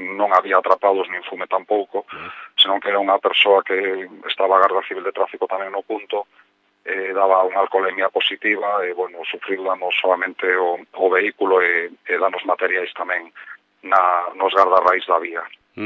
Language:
Galician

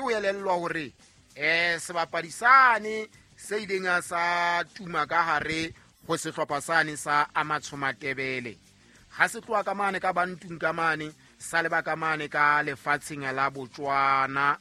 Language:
Southern Sotho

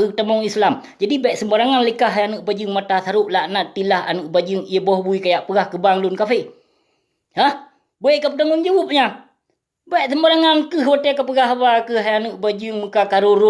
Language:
Achinese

